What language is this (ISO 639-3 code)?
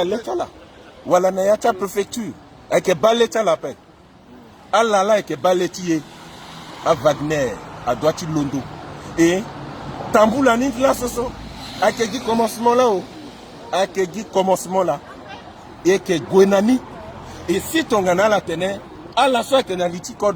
sag